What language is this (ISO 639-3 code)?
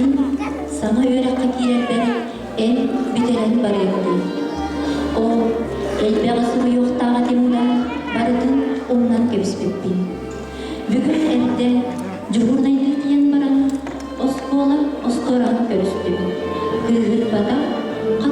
sah